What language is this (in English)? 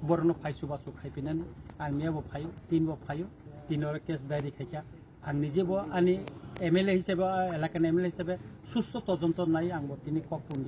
Kok Borok